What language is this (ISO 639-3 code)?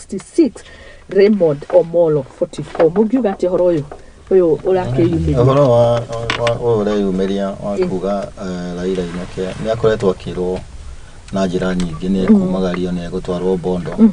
kik